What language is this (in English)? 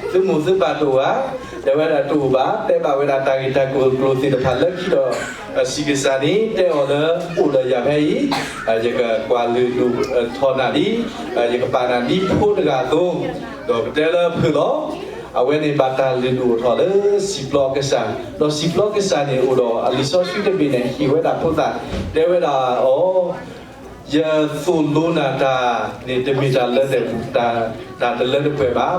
S'gaw Karen